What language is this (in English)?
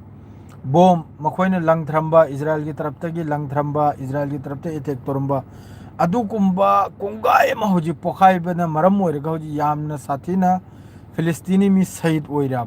Manipuri